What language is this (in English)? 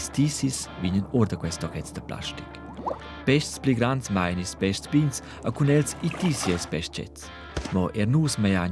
Romansh